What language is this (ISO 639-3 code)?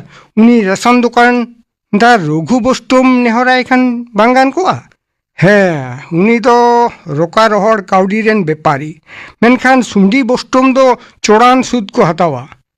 sat